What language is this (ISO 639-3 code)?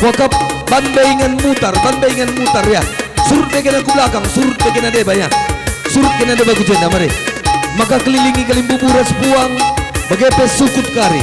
btx